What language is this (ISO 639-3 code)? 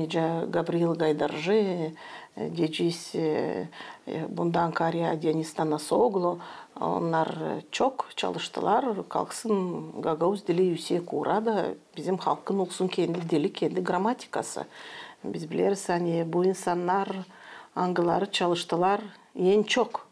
gag